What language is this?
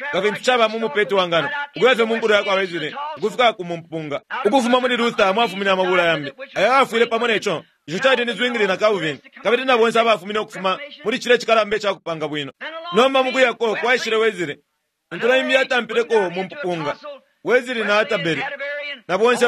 Bemba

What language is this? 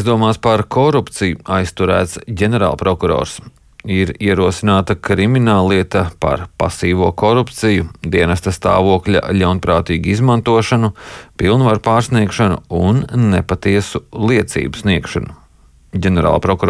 Latvian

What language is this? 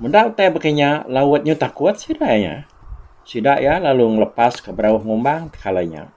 Iban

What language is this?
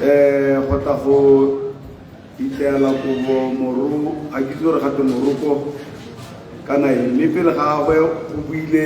Tswana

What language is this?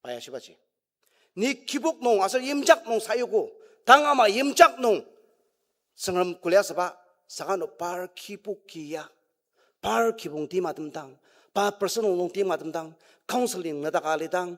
Ao Naga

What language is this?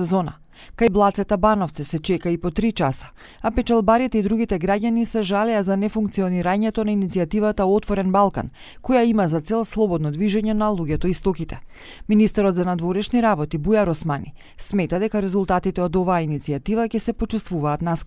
Macedonian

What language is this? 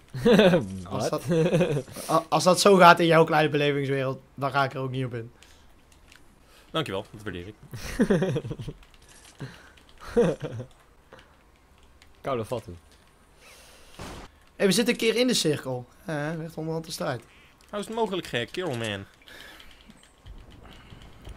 Dutch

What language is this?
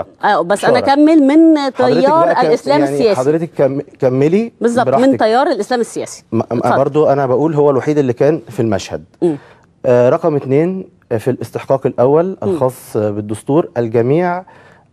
Egyptian Arabic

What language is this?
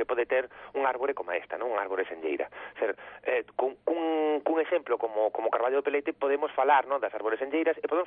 Galician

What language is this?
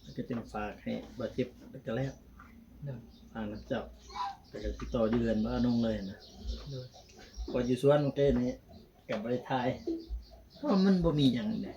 Northeastern Thai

